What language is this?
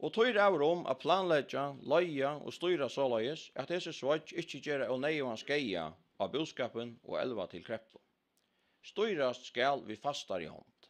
Faroese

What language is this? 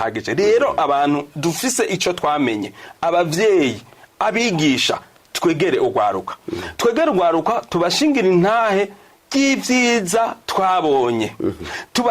Rundi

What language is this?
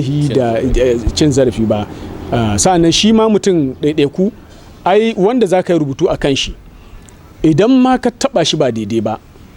Hausa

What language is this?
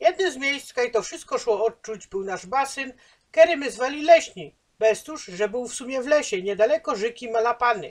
Silesian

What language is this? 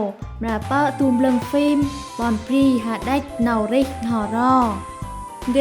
Central Mnong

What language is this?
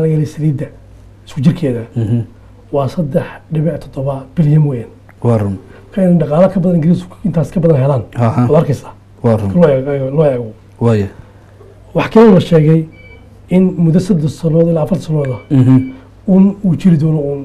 Somali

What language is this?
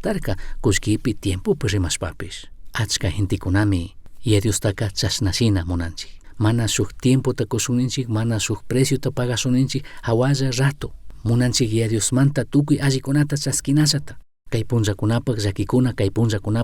Chimborazo Highland Quichua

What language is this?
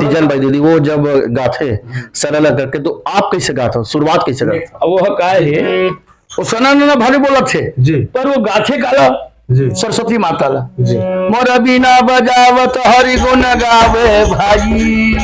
Chhattisgarhi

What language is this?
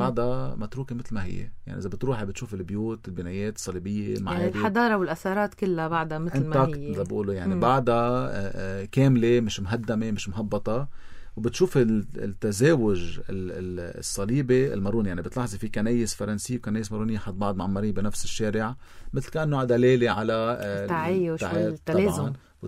North Levantine Arabic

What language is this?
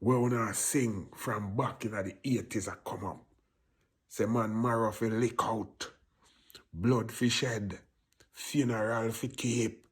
Jamaican Creole English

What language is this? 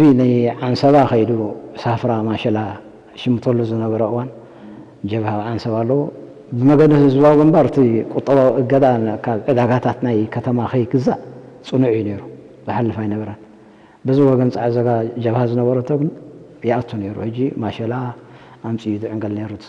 Tigrinya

